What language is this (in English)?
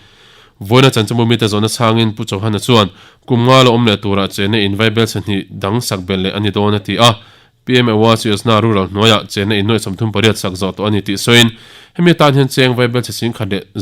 Mizo